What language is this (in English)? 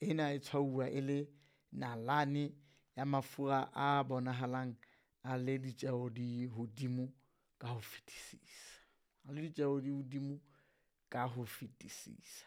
Southern Sotho